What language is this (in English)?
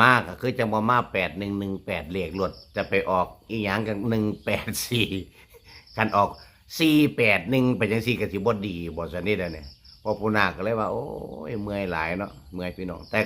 Northeastern Thai